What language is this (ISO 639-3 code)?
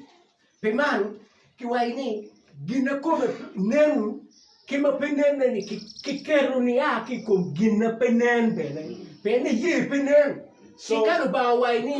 ach